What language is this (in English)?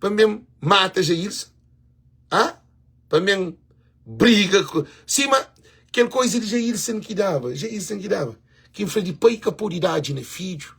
Kabuverdianu